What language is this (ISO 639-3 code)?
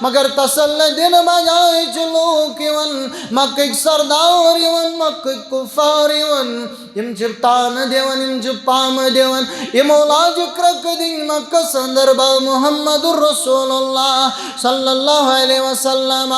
kas